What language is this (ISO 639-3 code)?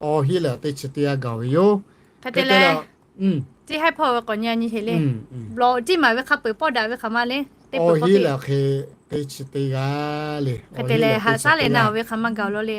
lhu